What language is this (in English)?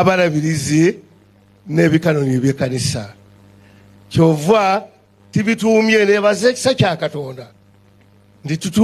Ganda